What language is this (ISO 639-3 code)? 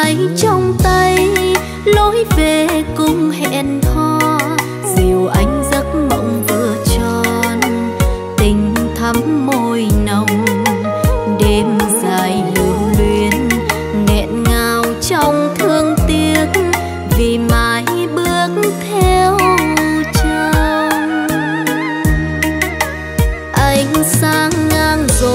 vie